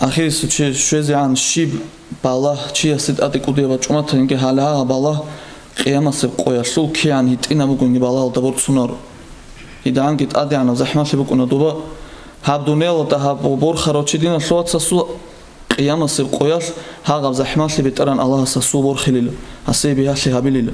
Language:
Avaric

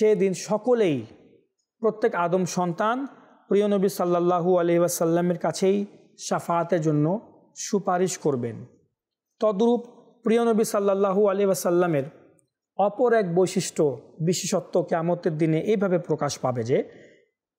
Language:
Bangla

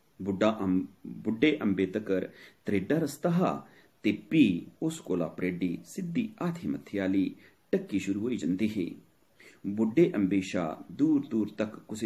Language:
Dogri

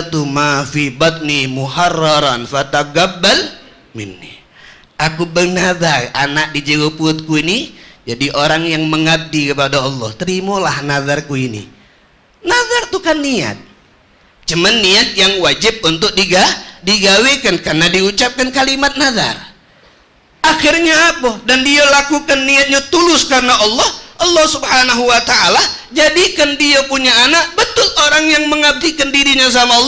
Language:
Musi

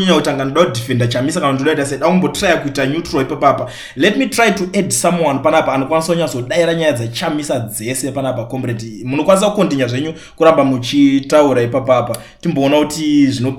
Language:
Shona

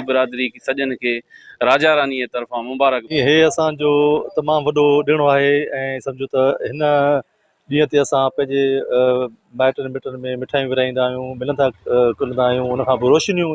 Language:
Sindhi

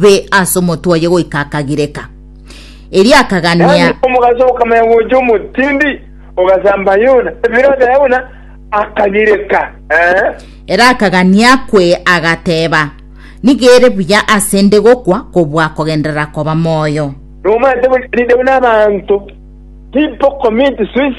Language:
Gusii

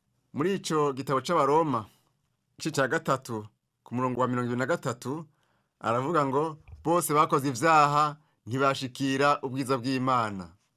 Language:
Rundi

